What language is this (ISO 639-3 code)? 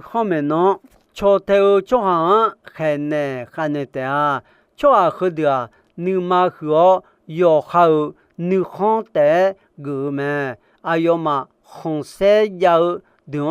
ahk